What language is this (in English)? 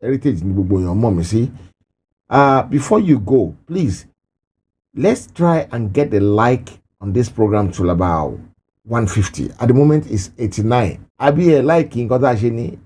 Yoruba